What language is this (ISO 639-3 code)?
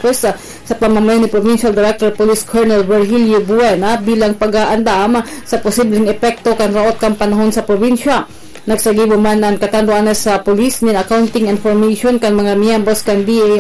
bik